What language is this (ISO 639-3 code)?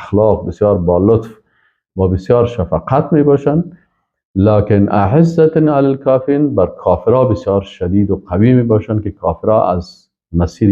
fas